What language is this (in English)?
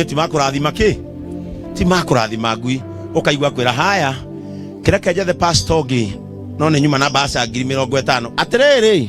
Kikuyu